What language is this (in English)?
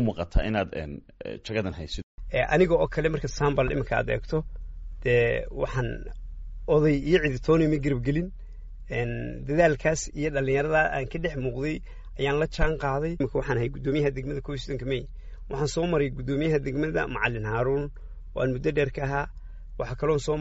Somali